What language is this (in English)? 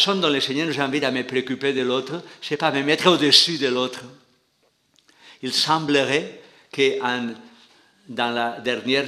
French